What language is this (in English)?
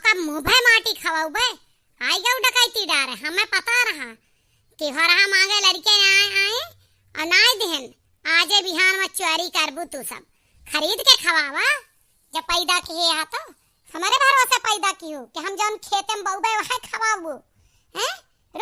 Awadhi